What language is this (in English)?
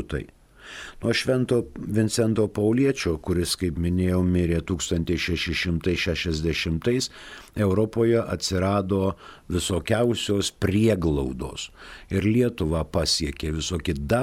Lithuanian